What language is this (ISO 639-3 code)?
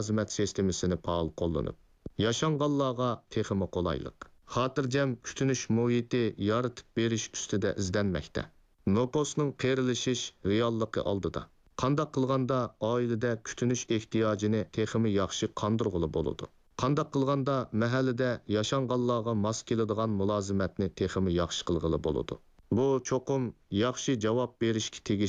uig